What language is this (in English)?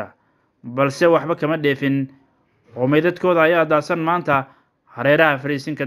Somali